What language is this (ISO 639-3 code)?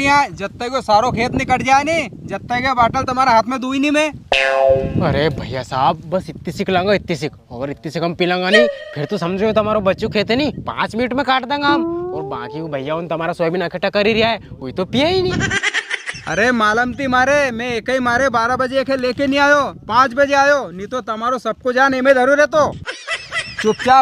raj